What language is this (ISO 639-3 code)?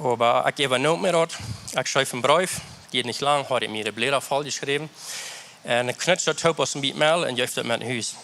pdt